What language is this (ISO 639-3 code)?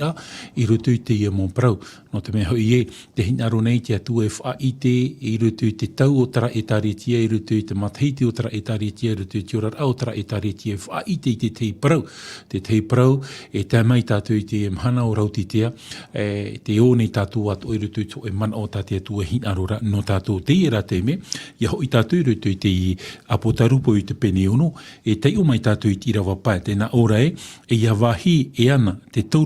tah